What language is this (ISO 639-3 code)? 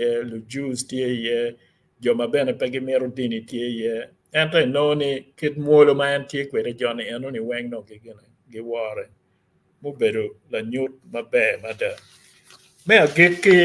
ach